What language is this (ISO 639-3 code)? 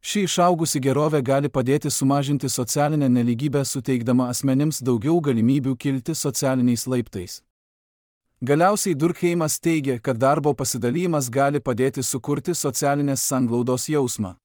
lit